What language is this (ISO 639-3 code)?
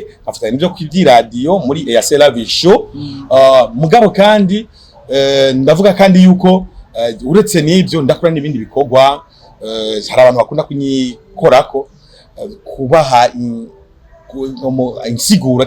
run